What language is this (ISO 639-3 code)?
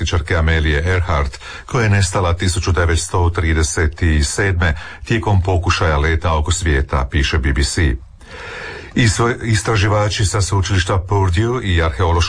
hrv